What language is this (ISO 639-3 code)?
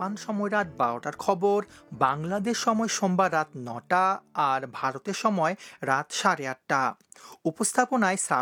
ben